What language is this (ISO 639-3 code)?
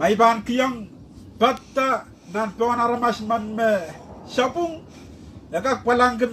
pon